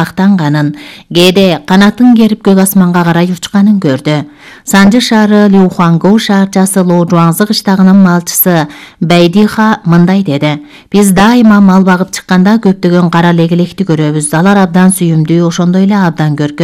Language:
Kyrgyz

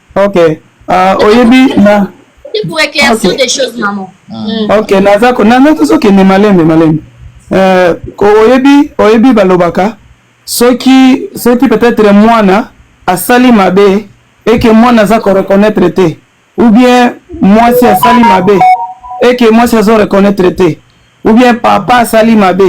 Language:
Lingala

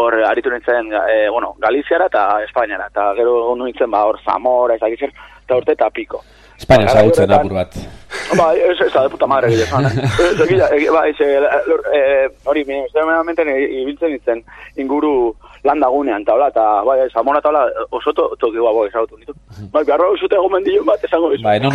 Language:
Basque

